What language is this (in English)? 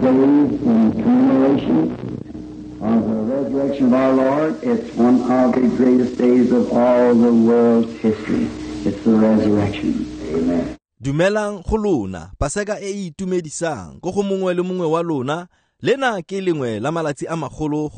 Tswana